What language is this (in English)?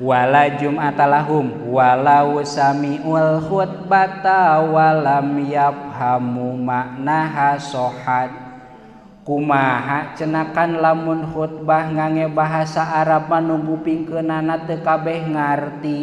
Sundanese